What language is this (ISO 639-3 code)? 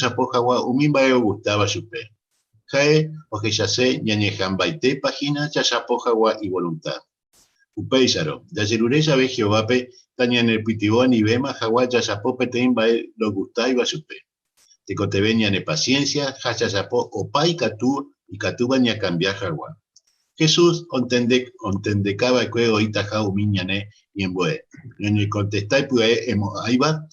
grn